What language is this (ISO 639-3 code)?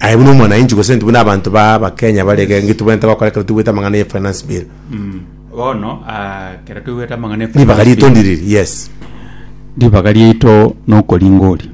guz